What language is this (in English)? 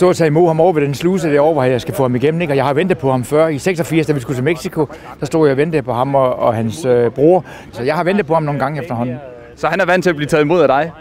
Danish